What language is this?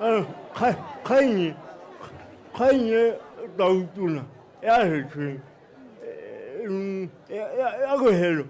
Tswana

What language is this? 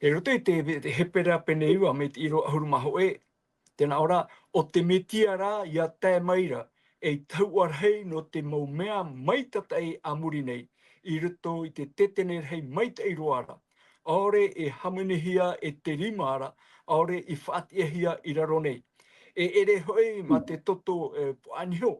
Tahitian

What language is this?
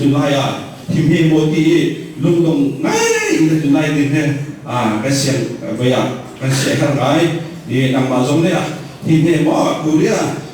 Hakha Chin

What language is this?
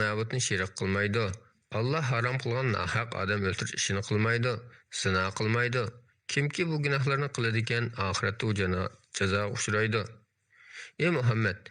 Uyghur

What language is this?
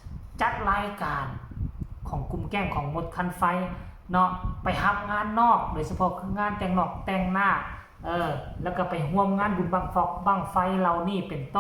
Northeastern Thai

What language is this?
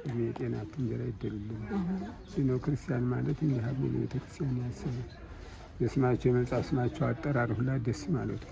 Amharic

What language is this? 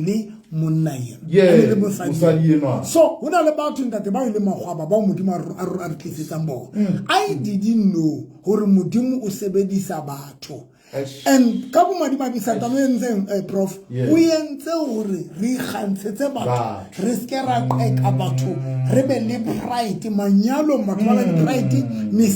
Southern Sotho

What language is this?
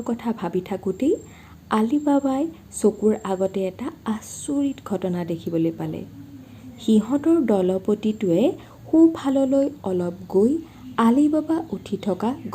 Assamese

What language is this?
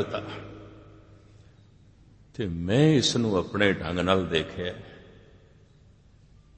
Punjabi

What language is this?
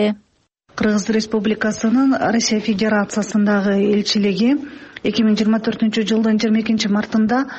Kyrgyz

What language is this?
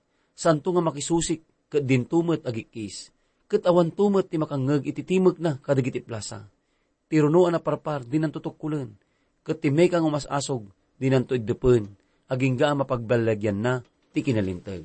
Iloko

